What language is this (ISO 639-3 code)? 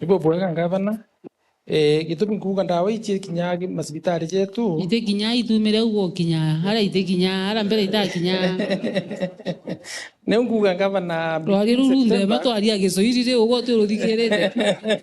mer